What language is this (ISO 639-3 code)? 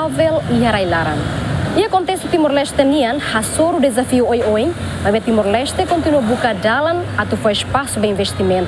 tet